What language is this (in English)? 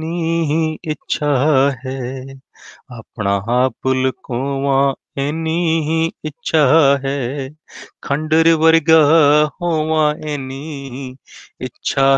Punjabi